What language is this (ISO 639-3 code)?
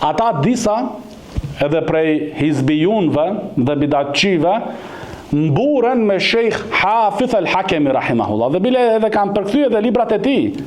sqi